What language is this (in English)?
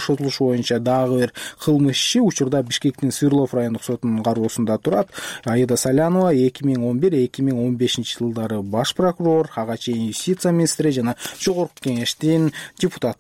Kyrgyz